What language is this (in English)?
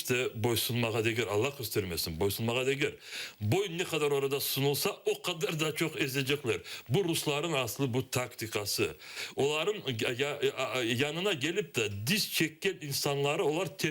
Crimean Tatar